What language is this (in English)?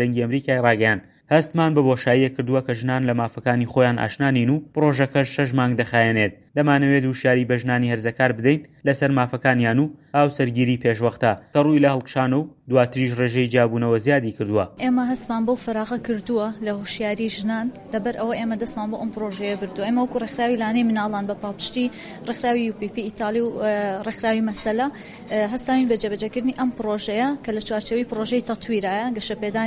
Central Kurdish